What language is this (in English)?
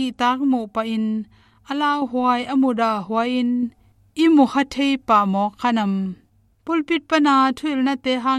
Tedim Chin